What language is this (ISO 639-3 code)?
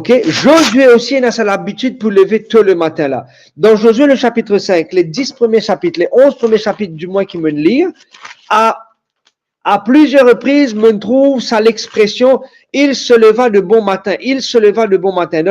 mfe